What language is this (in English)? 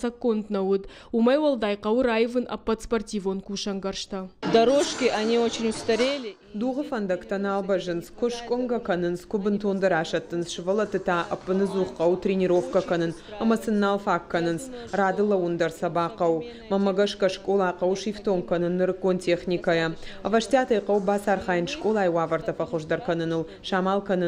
Ossetic